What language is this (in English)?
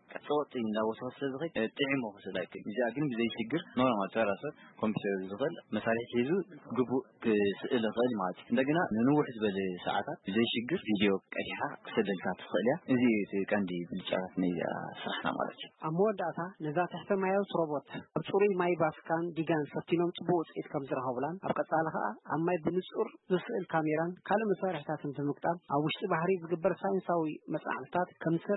Tigrinya